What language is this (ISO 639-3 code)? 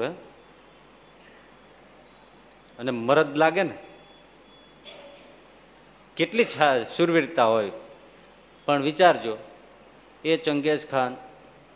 guj